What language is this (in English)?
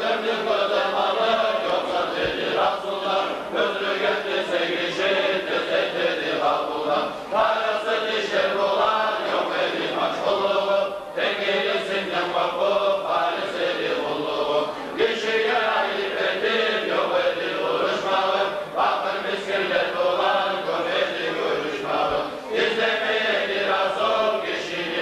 Kumyk